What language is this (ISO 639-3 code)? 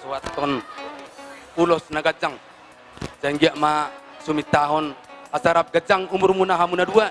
bbc